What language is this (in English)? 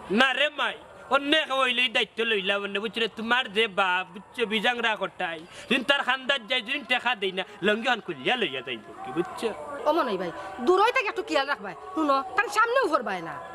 Sylheti